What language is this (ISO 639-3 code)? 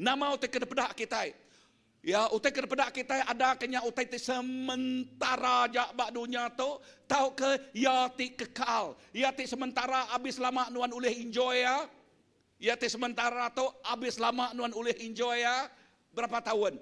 iba